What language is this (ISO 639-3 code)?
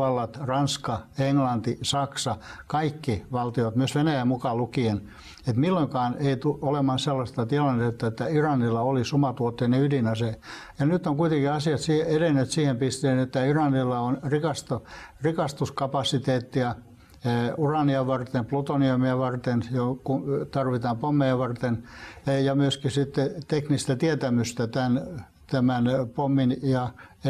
fin